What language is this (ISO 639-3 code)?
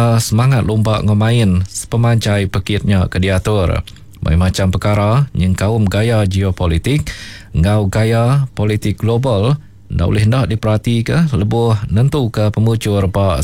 iba